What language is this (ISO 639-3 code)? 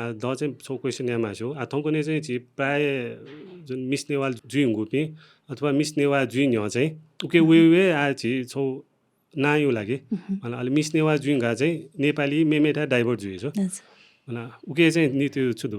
new